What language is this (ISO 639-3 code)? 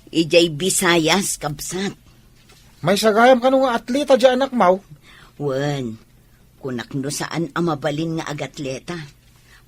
ilo